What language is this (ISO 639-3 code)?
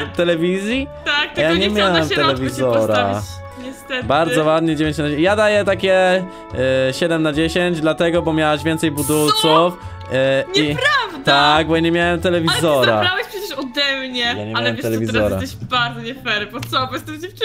pol